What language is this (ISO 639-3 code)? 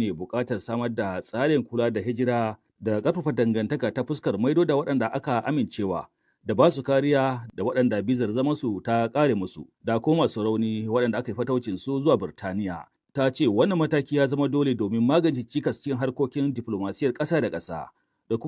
hau